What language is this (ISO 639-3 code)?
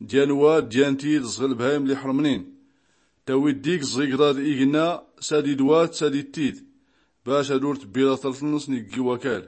shi